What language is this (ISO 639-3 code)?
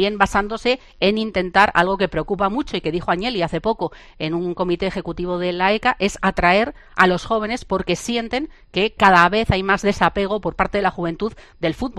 spa